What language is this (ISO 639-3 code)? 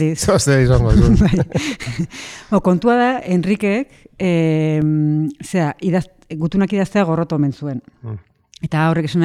eus